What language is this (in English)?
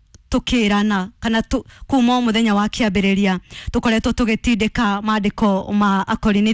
Kikuyu